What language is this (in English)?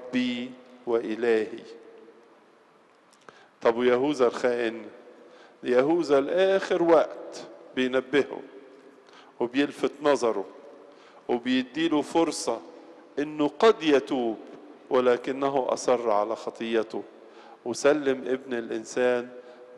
Egyptian Arabic